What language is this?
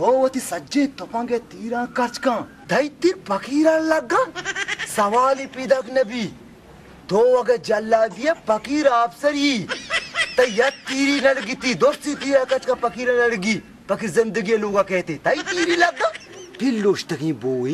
Baluchi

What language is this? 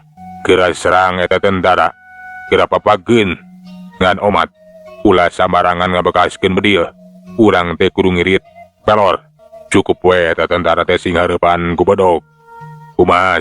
Sundanese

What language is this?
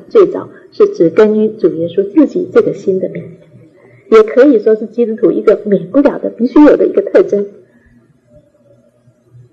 Chinese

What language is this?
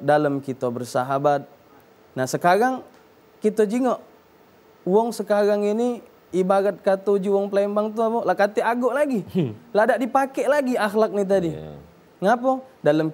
Musi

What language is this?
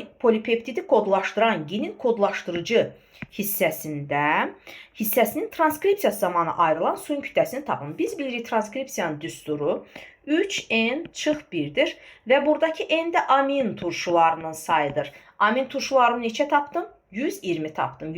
Azerbaijani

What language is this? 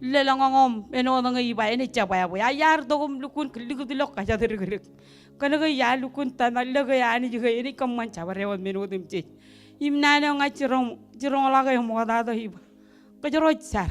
Marshallese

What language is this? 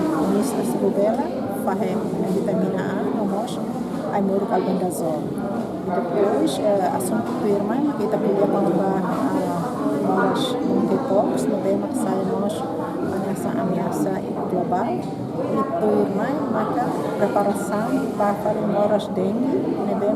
Tetum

